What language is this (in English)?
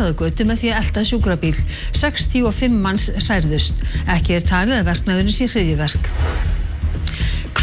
Icelandic